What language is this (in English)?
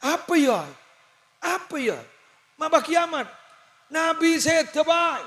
Madurese